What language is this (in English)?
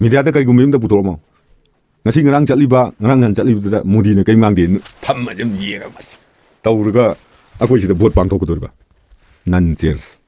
Manipuri